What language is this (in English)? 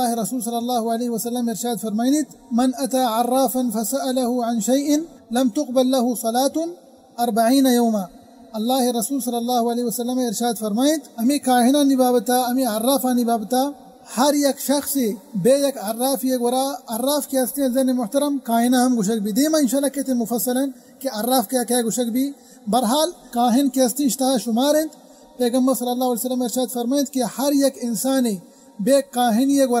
Baluchi